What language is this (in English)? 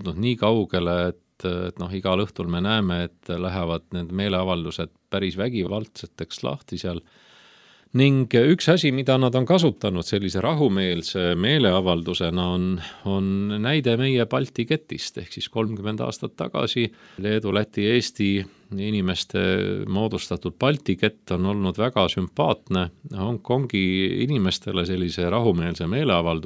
Estonian